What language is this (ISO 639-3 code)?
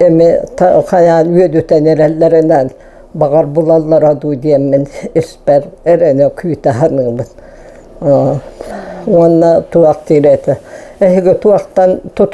sah